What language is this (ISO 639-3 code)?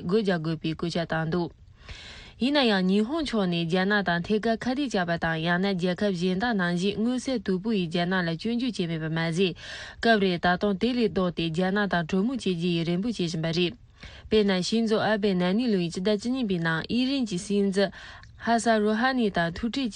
bod